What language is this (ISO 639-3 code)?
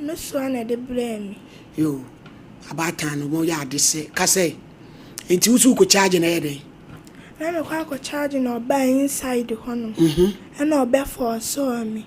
aka